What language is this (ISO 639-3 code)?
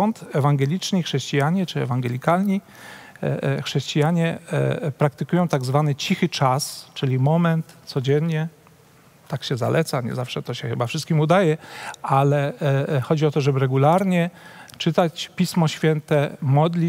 pol